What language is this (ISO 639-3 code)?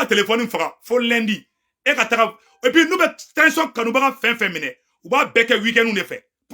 bam